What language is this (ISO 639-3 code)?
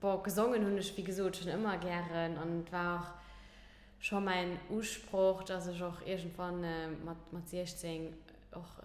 ltz